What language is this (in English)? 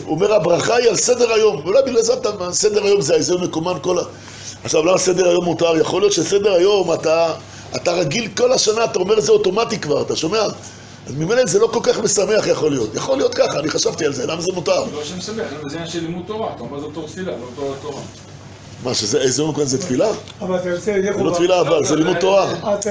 Hebrew